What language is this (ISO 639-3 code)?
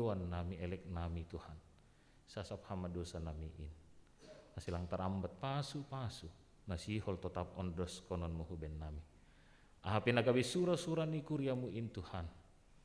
bts